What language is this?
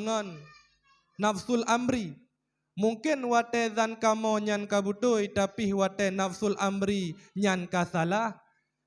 Achinese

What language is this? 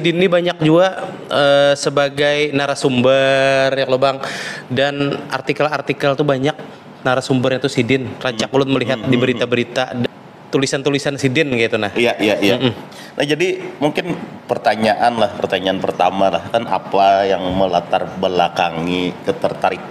Banjar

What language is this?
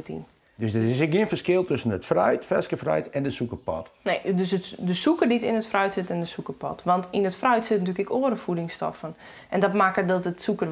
Western Frisian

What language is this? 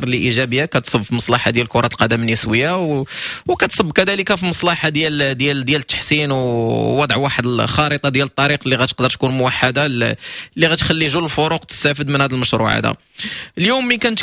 Moroccan Arabic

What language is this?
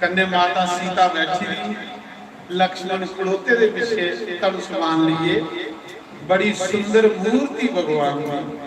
Dogri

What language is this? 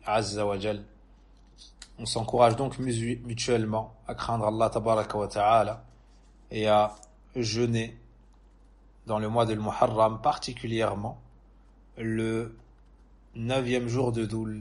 French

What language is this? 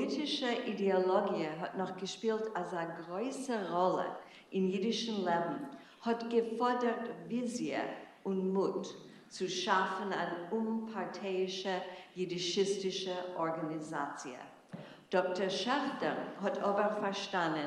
Yiddish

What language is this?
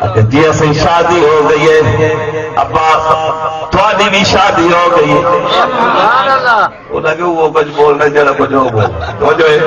Saraiki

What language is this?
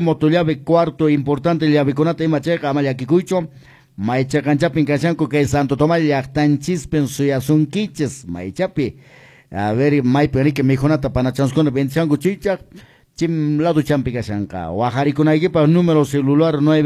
Quechua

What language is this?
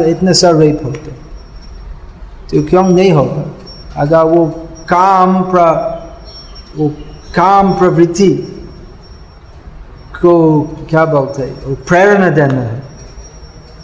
Hindi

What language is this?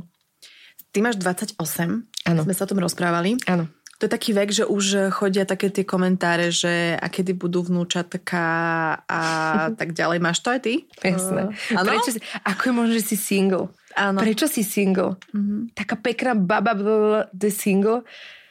Slovak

